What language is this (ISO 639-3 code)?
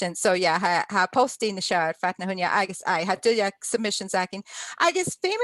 gla